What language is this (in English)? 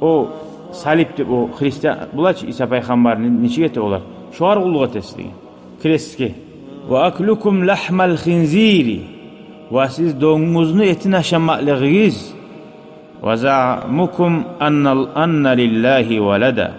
Kumyk